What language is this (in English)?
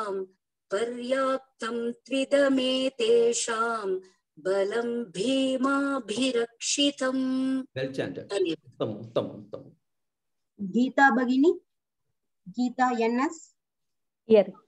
Sanskrit